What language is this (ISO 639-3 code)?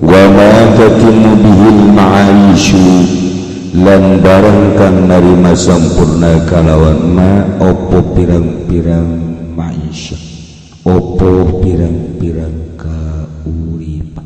sun